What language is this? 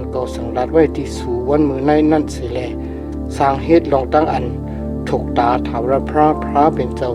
Shan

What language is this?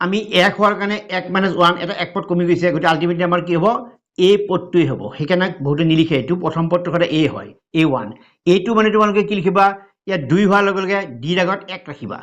Assamese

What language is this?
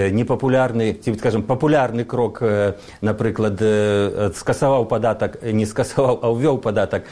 Belarusian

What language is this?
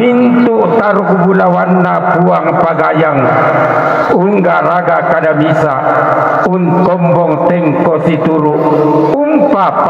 Toraja-Sa'dan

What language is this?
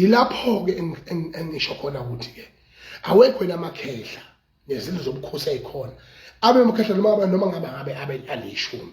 Zulu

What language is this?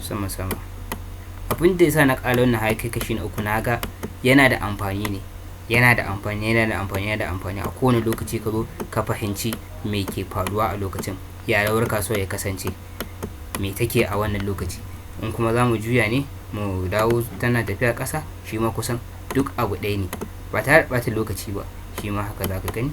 Hausa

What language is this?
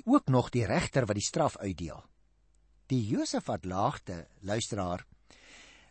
Afrikaans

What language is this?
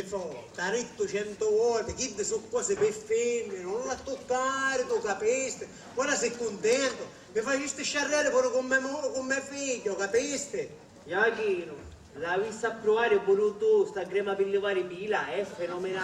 Sicilian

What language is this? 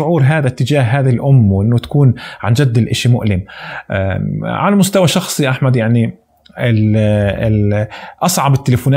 North Levantine Arabic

